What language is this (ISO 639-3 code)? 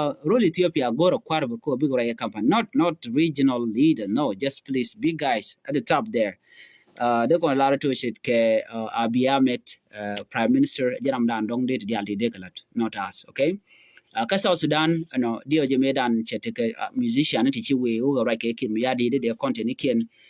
nus